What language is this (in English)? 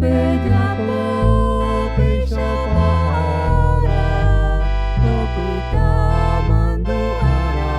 Guarani